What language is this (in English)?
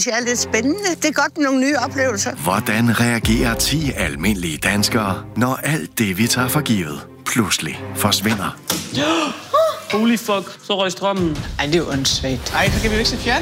Danish